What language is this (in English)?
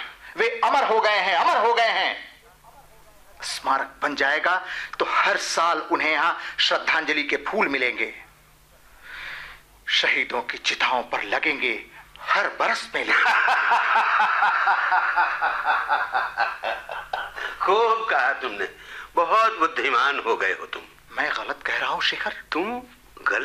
Hindi